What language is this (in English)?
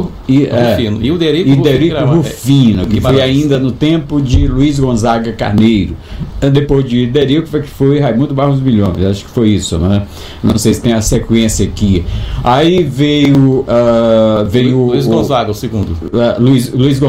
Portuguese